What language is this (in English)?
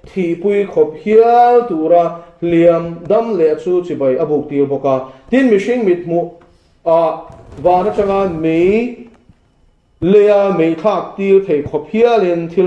Mizo